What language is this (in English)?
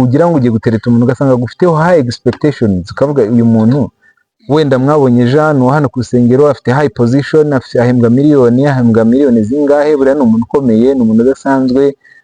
Kinyarwanda